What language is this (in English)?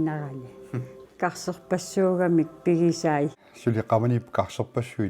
Kalaallisut